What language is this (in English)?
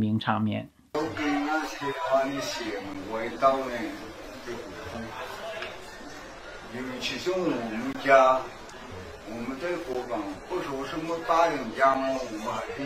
Chinese